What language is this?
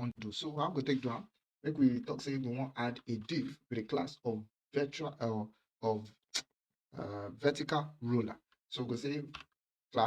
Nigerian Pidgin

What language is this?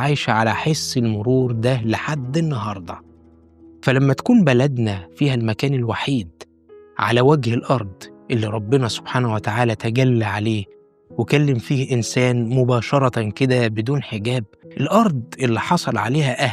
Egyptian Arabic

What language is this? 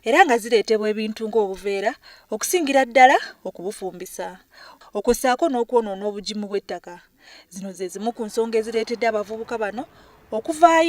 Ganda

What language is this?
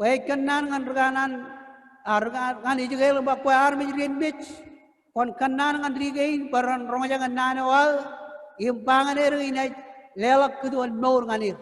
Marshallese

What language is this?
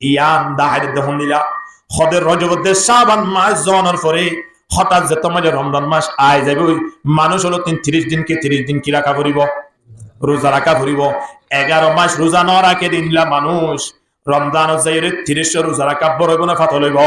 Rohingya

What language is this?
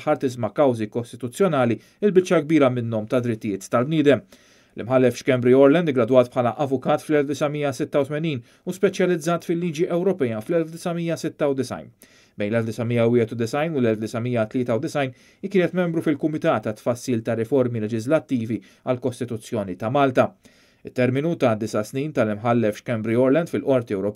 Maltese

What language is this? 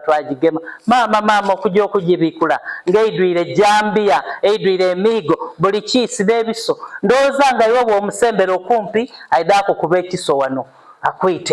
Soga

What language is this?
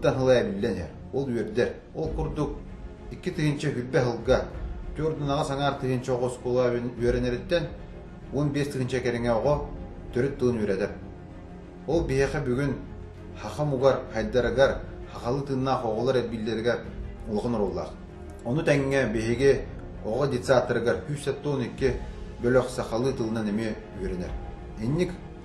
Yakut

